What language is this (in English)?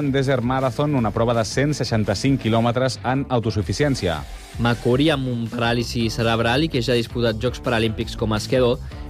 Catalan